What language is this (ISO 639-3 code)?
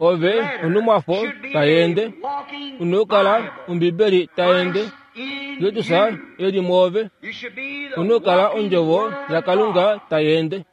kua